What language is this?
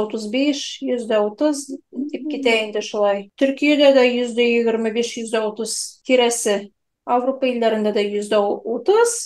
Tatar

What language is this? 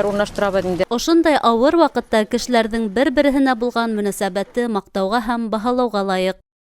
Bashkir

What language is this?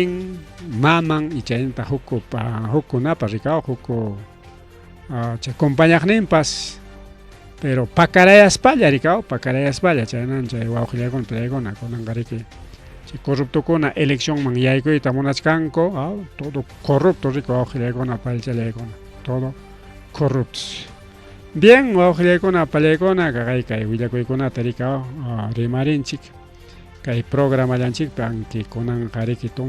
Ayacucho Quechua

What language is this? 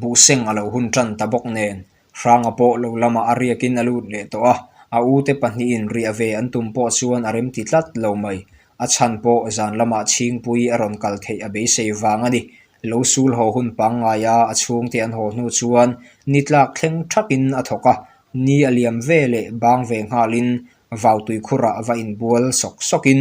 Mizo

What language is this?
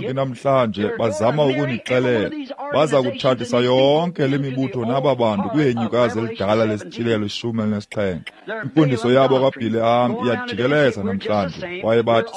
Xhosa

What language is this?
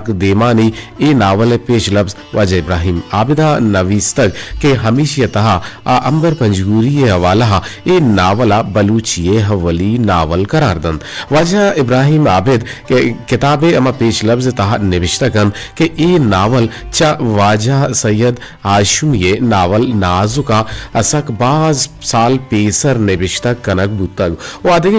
Eastern Balochi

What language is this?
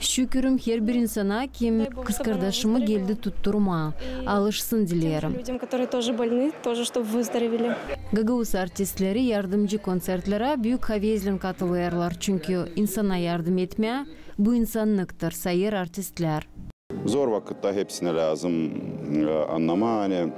Gagauz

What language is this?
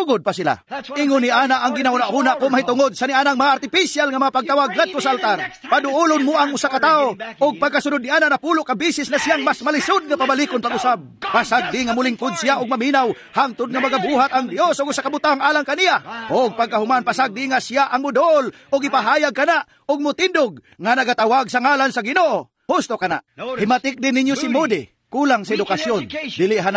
Cebuano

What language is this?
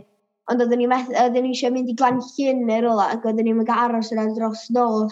Welsh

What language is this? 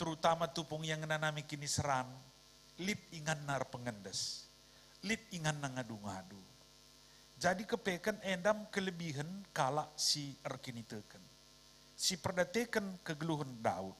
Batak Karo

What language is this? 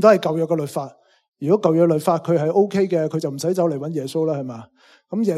Cantonese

